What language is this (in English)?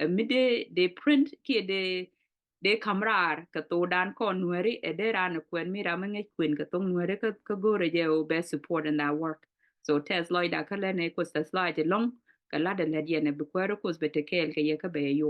Nuer